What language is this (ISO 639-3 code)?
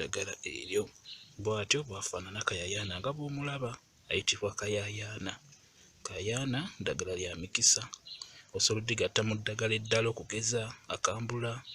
lug